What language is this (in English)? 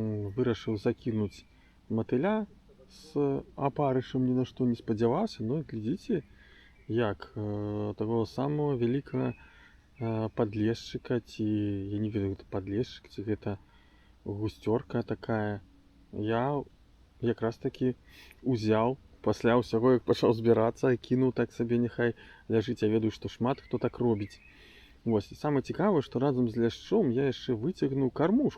Belarusian